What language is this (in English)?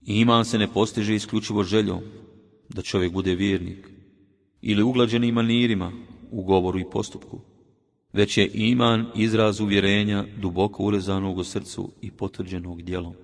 Bosnian